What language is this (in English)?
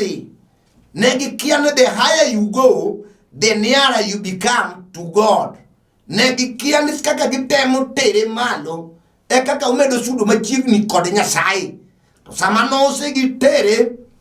Luo (Kenya and Tanzania)